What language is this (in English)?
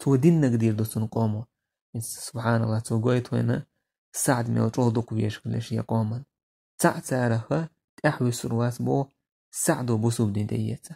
Chechen